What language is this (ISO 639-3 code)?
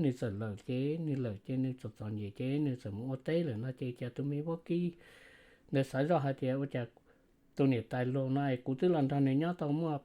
hmn